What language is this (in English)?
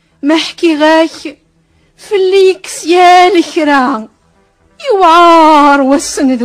Kabyle